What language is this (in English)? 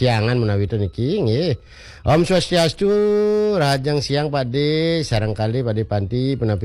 Balinese